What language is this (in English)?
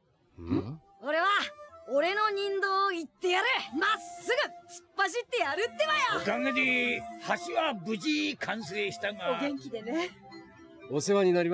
Japanese